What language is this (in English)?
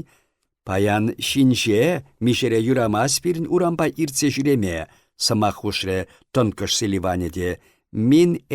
Chuvash